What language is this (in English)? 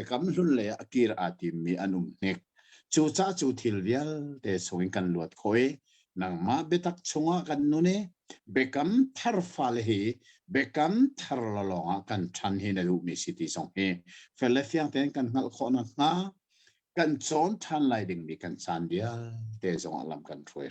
Hakha Chin